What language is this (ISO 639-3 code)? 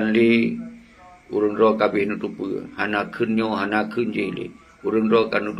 ace